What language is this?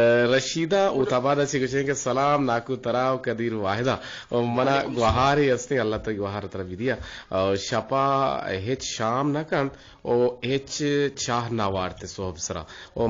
Eastern Balochi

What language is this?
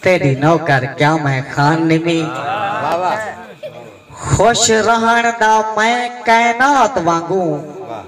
Saraiki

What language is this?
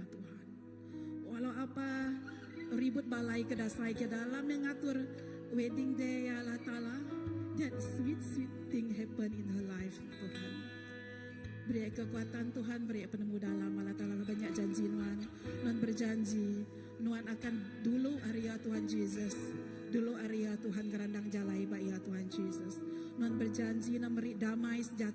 Iban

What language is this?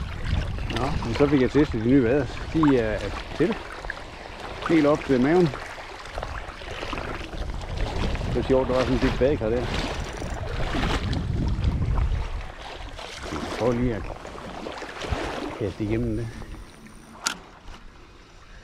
Danish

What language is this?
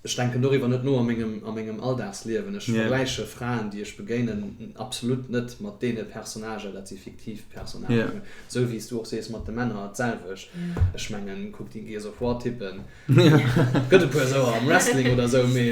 Luxembourgish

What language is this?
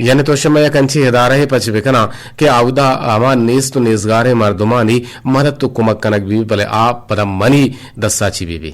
Eastern Balochi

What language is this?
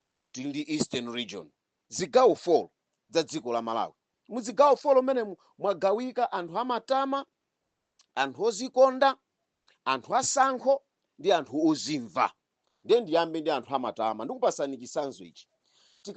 Nyanja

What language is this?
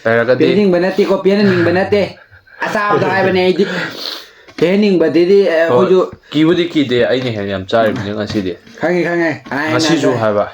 Manipuri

